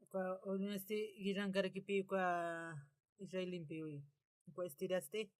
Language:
Aymara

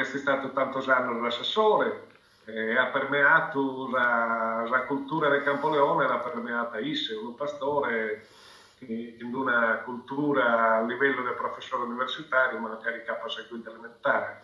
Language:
Sardinian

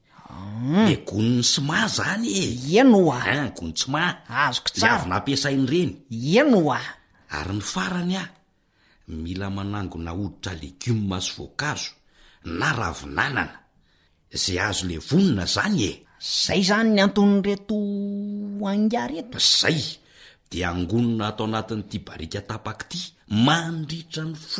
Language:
Malagasy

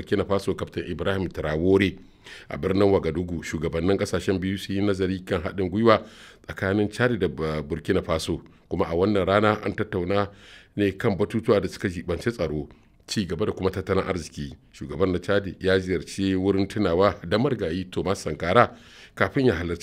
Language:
Hausa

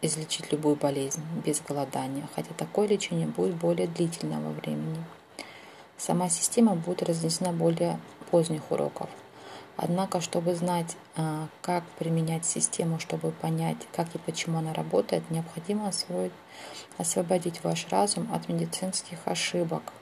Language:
Russian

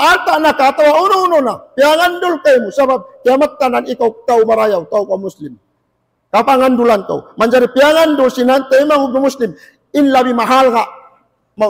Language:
Tausug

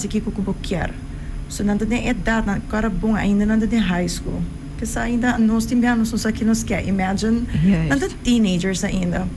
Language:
Papiamento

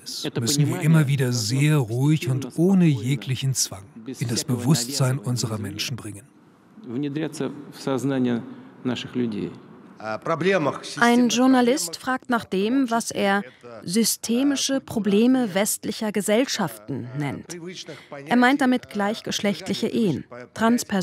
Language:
German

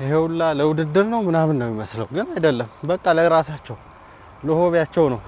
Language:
Amharic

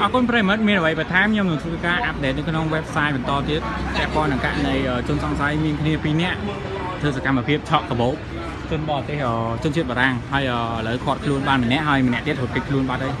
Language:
Khmer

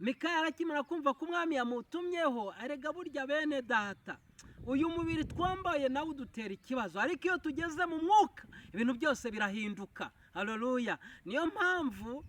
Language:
Kinyarwanda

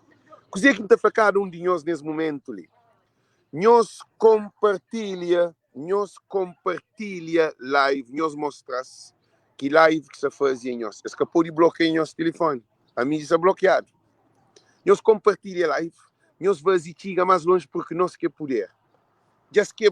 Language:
Kabuverdianu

